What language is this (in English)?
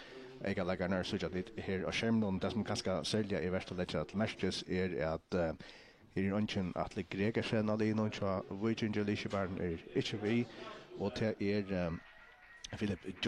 Faroese